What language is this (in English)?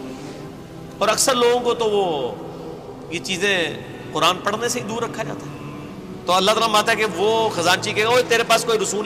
Urdu